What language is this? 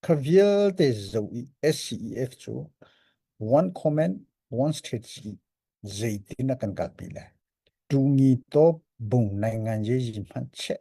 Hakha Chin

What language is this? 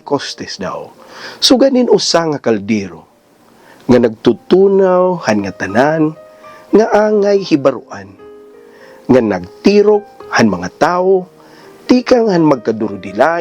Waray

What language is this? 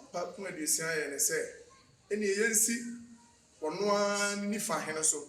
Akan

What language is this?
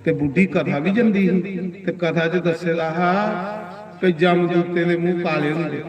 Dogri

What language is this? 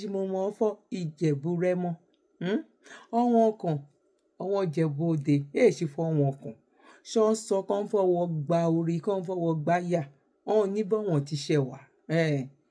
Yoruba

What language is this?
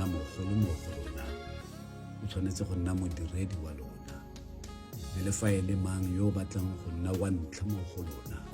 Tswana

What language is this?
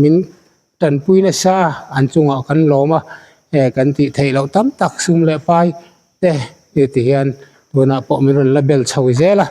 Mizo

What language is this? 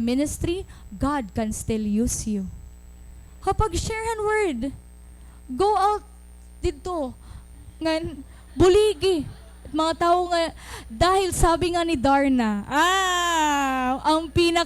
Waray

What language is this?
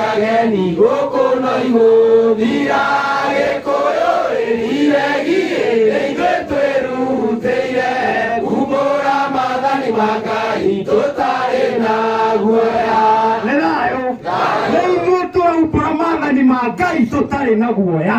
Kikuyu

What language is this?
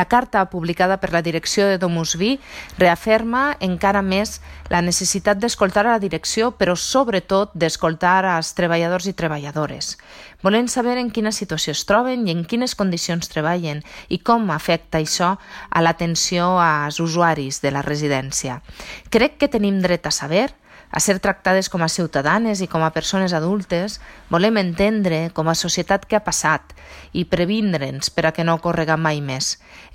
Catalan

